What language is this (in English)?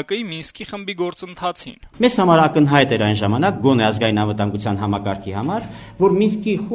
Armenian